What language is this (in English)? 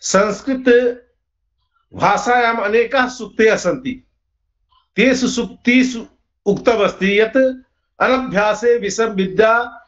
Sanskrit